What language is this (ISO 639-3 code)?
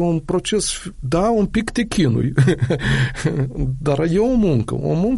ron